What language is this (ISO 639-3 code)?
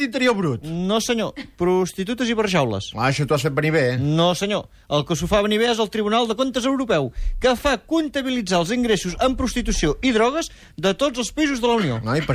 cat